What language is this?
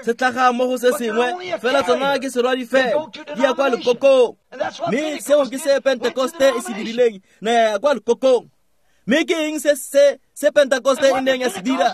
Tswana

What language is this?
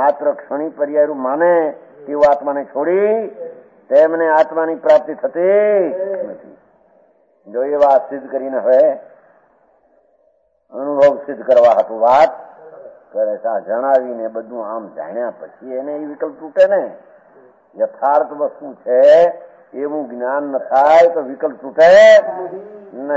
Gujarati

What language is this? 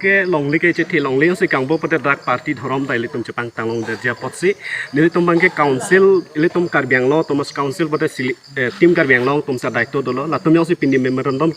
Karbi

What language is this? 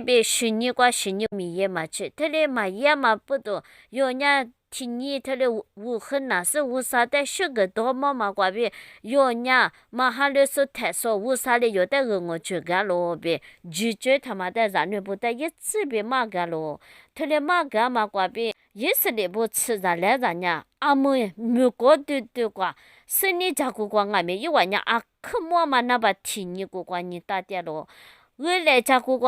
Lisu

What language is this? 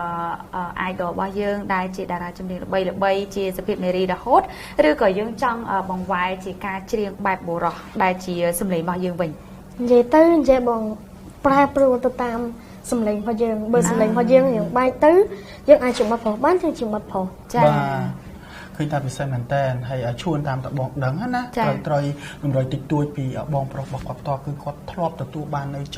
Khmer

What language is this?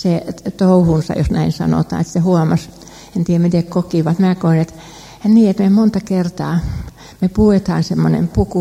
Finnish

